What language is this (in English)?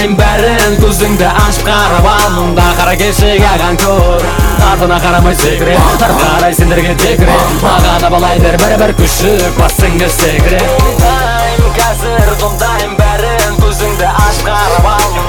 Kazakh